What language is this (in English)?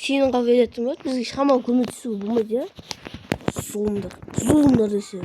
Kazakh